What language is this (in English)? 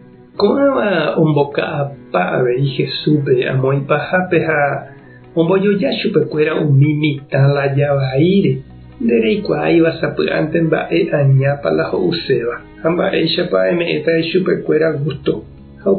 Guarani